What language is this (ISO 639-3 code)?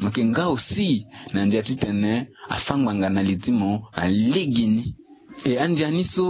sag